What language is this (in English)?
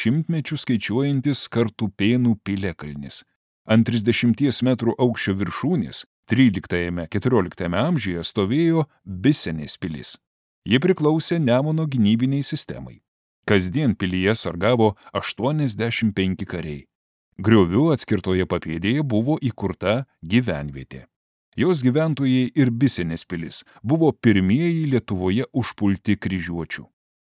Lithuanian